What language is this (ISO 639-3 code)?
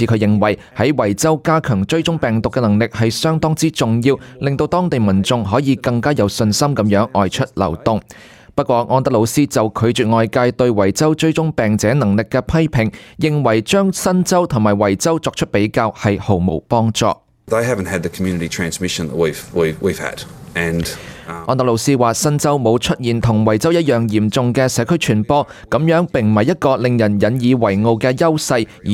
yue